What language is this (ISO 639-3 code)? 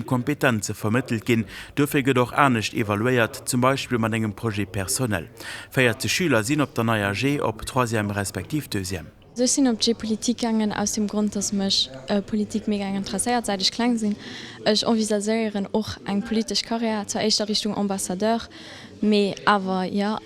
ltz